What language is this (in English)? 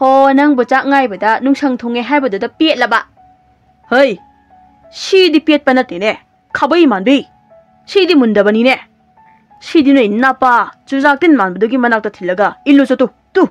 Manipuri